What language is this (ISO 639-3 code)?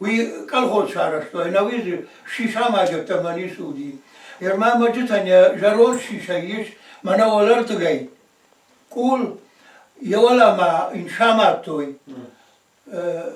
oss